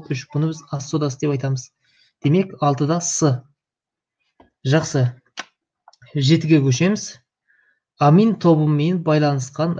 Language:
Kazakh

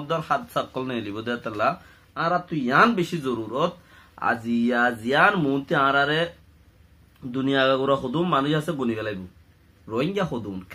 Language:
Rohingya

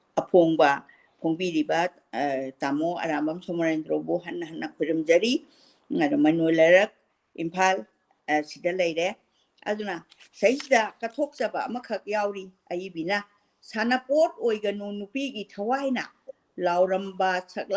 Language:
Manipuri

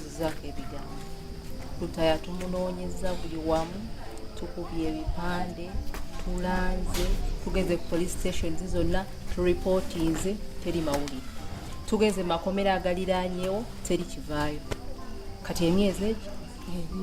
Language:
Ganda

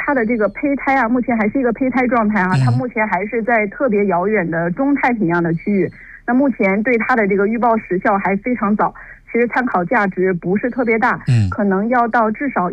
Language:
Chinese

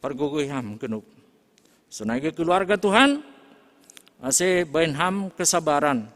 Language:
Batak Simalungun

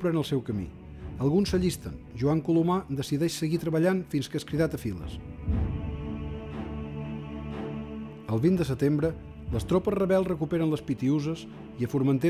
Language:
Catalan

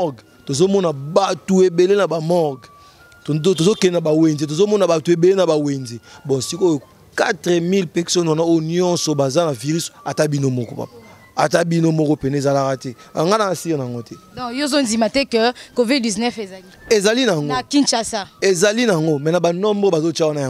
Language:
Lingala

